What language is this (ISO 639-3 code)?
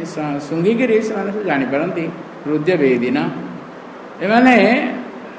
ori